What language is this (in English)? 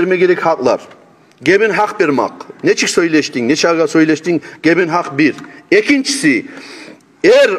Kumyk